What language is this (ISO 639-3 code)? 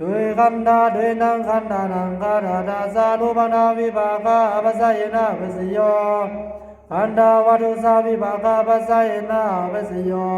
pli